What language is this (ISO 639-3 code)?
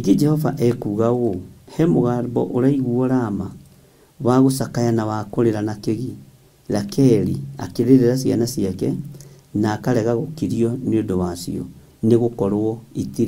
kik